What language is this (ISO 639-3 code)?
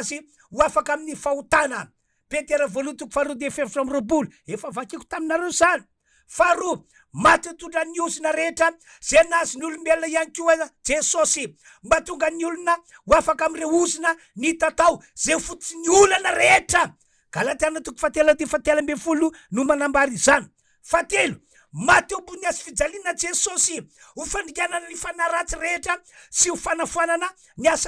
mlg